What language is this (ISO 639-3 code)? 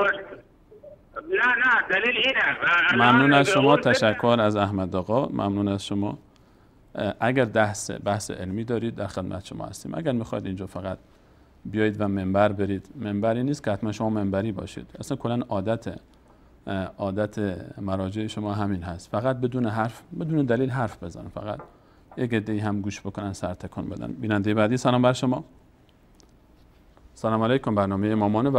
fas